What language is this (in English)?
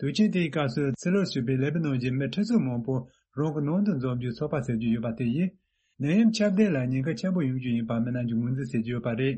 Tibetan